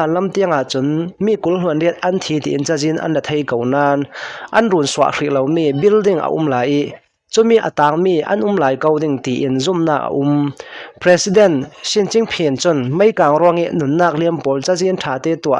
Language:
Hakha Chin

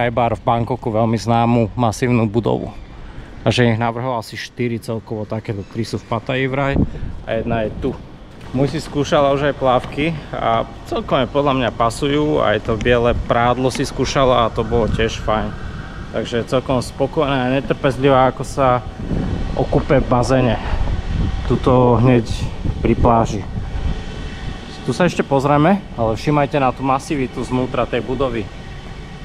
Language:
Slovak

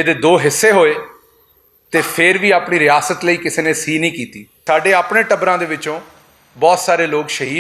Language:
Western Panjabi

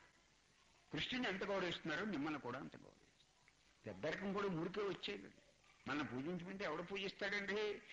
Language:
Telugu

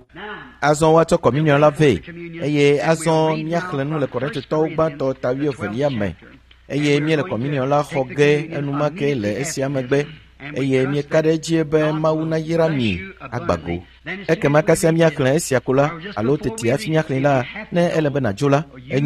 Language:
Ewe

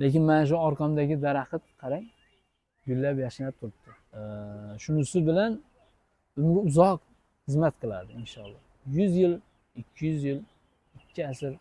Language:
Uzbek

